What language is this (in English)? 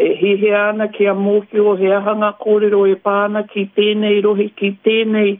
Māori